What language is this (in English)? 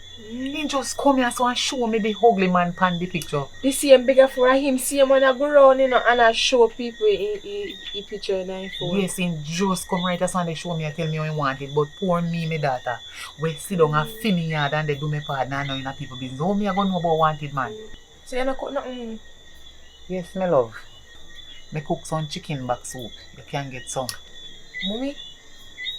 Jamaican Creole English